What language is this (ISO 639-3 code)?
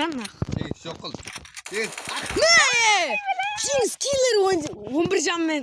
kaa